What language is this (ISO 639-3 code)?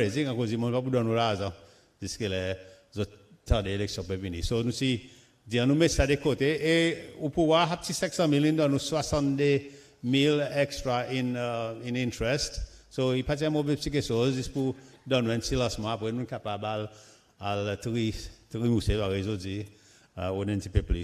crs